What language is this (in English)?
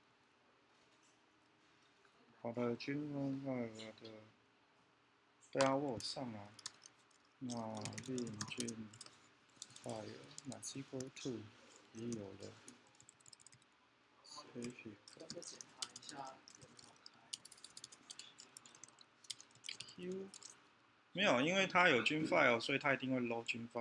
Chinese